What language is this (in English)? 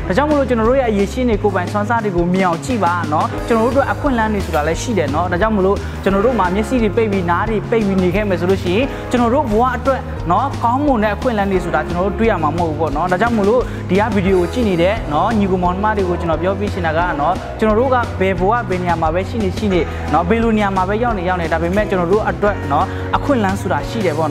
Burmese